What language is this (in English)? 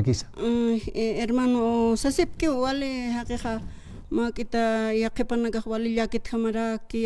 Aymara